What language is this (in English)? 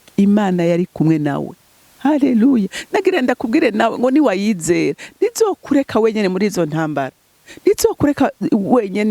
Rundi